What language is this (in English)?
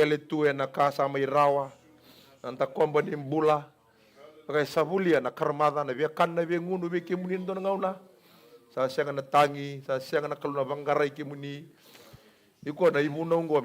Fijian